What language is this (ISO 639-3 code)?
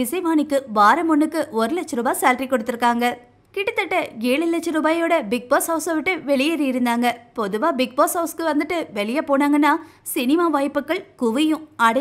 tam